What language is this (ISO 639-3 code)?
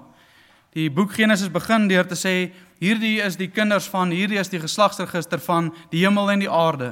afr